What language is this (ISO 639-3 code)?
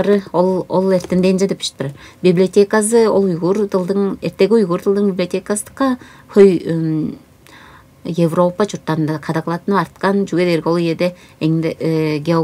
tyv